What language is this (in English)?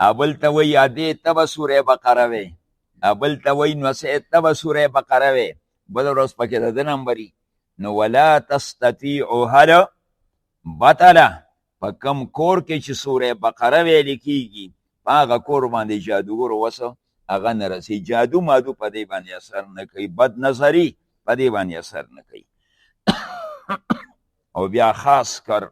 Pashto